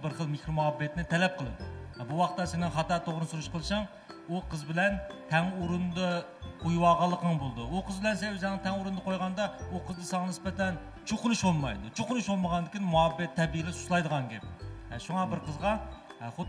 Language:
Uyghur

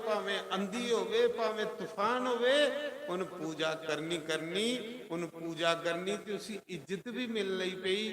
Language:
Dogri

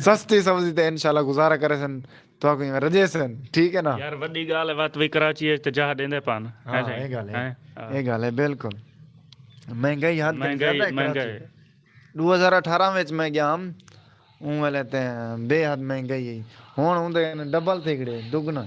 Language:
Saraiki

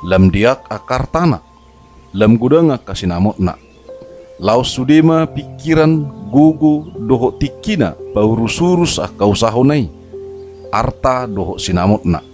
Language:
Batak Toba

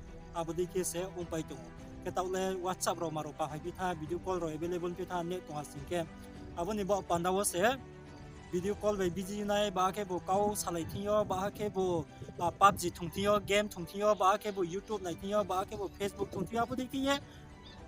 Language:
Riang (India)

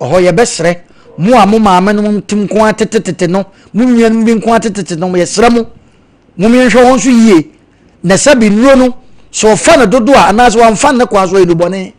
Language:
Akan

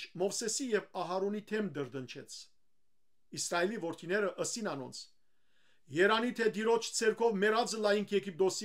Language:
Western Armenian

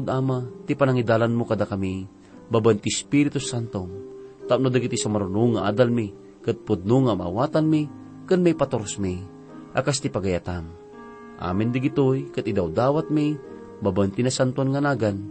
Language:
Iloko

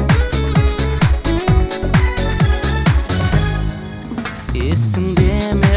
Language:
Kazakh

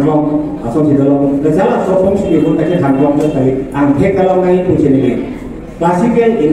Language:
Karbi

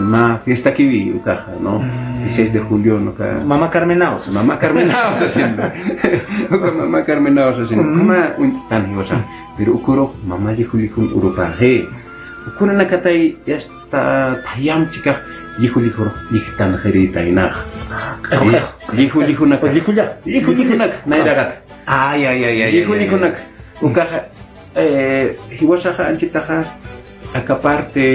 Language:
Aymara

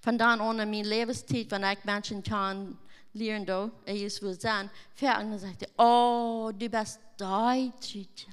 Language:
Plautdietsch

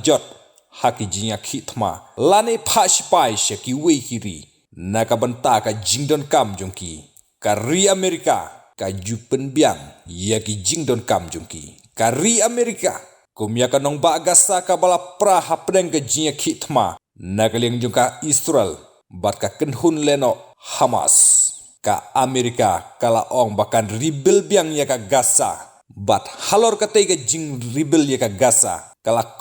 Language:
Khasi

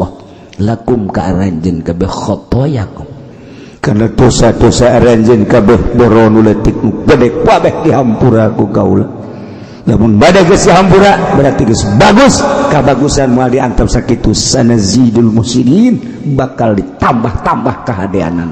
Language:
Sundanese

